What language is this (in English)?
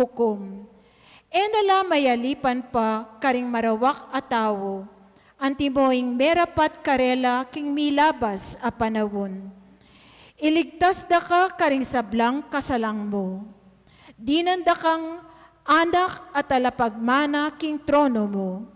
Pampanga